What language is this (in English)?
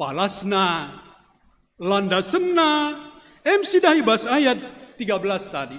Batak Karo